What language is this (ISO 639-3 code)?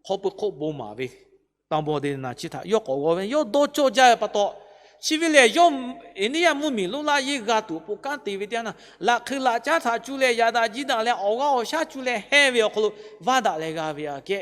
lhu